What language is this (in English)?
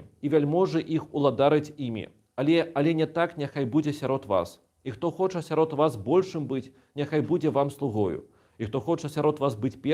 Belarusian